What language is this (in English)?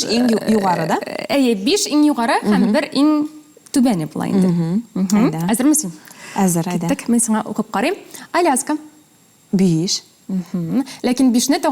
Tatar